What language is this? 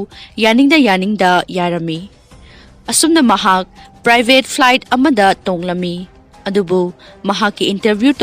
Manipuri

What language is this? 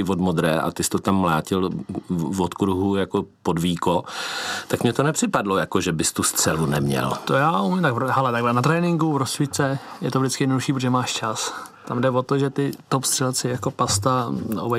Czech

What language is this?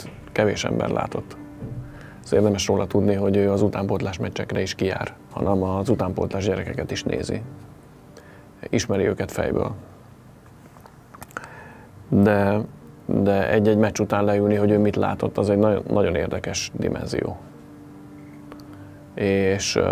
Hungarian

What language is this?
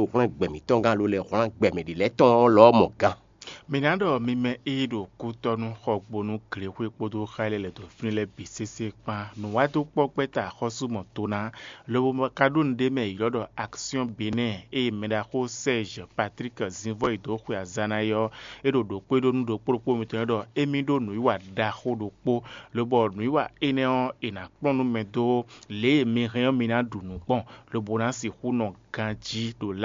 Fon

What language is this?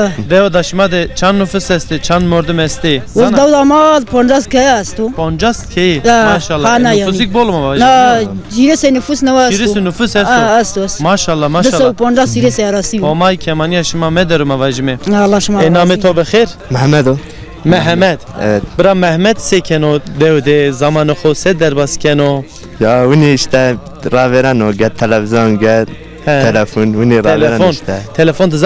Zaza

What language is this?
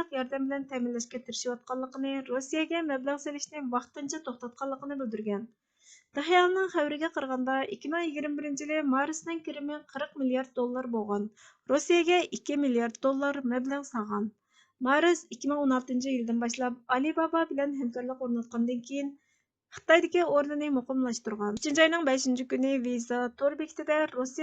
Uyghur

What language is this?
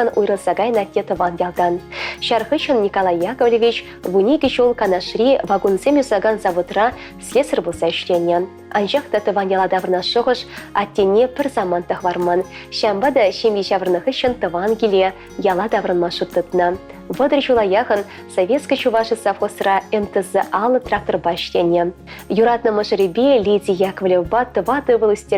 Chuvash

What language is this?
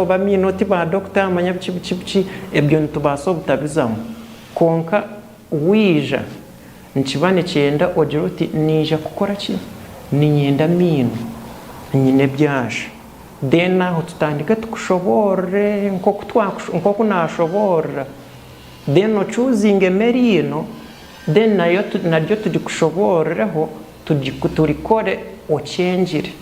Nyankole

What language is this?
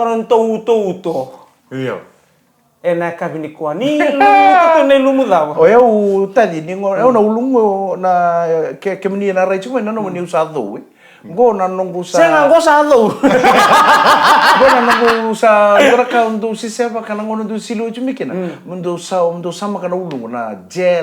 Fijian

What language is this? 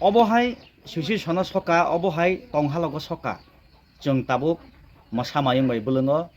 Kok Borok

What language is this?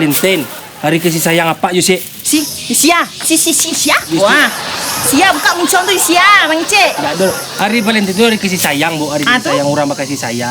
Minangkabau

